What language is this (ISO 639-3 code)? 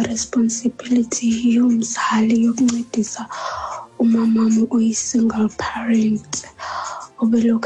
xho